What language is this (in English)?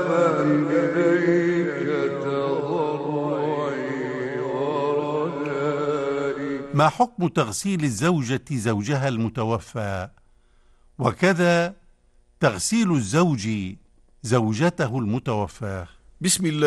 Arabic